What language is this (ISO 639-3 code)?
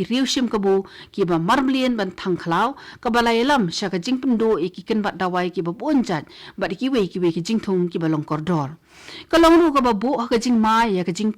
kha